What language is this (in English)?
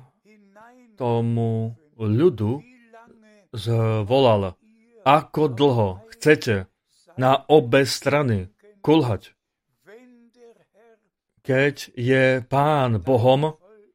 Slovak